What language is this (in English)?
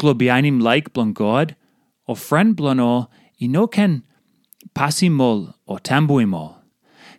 Tok Pisin